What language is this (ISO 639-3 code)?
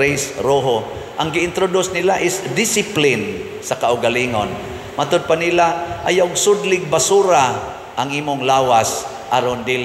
ceb